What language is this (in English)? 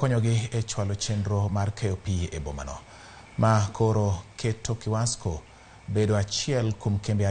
Luo (Kenya and Tanzania)